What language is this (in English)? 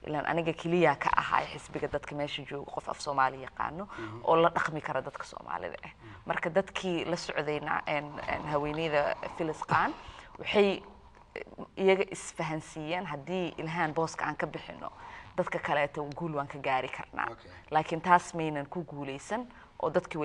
Somali